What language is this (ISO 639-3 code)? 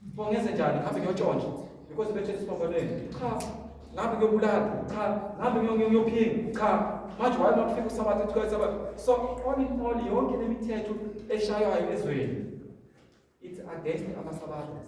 zul